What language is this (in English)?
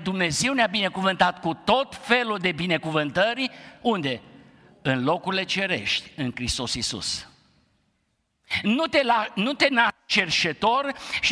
Romanian